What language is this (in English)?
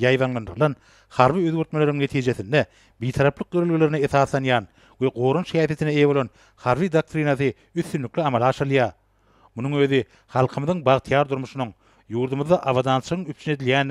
Turkmen